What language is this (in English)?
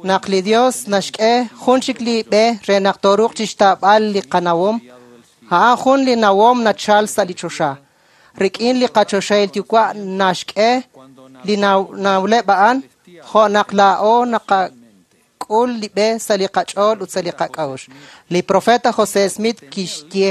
Kekchí